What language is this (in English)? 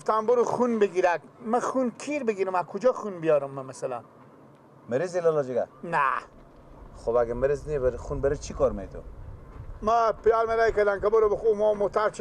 Persian